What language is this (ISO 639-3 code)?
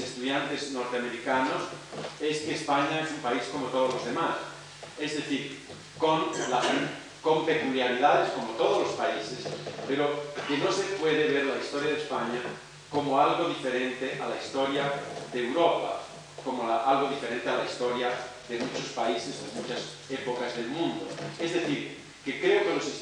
spa